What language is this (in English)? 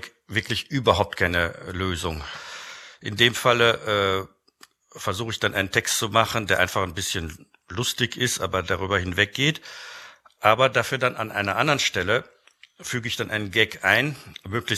Luxembourgish